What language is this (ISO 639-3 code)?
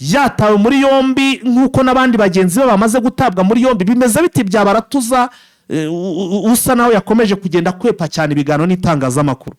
kin